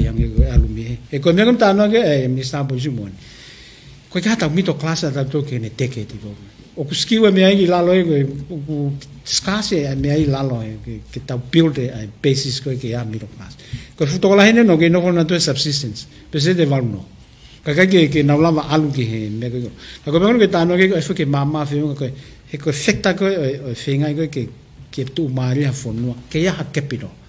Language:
Tongan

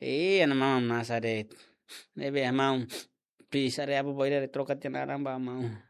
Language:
Tetum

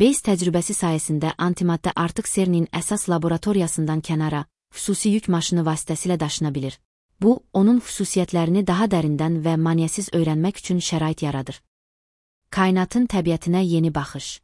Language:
Azerbaijani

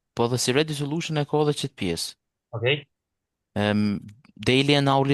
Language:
Albanian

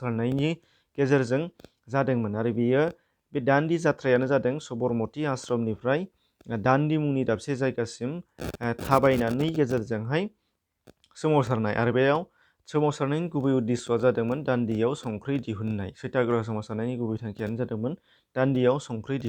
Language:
Bodo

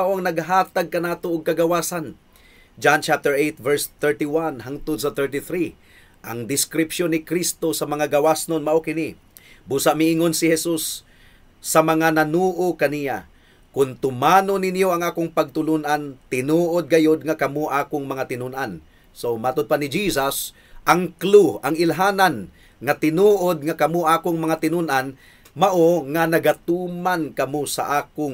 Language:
Cebuano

